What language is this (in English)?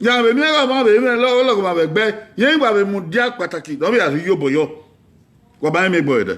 Bini